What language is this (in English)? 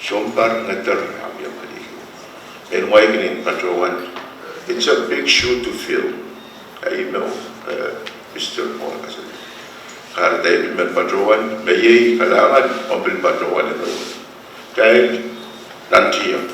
Pohnpeian